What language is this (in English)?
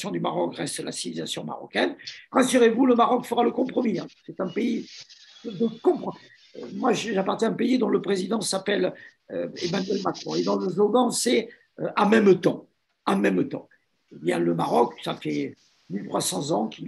French